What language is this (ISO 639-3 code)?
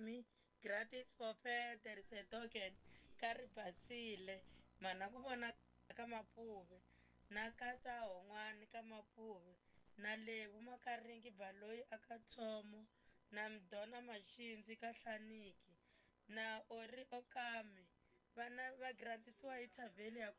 tso